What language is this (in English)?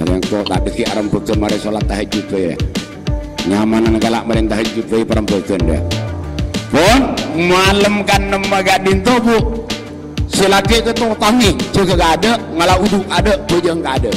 Madurese